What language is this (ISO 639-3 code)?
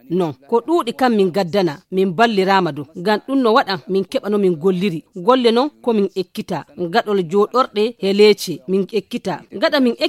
fuv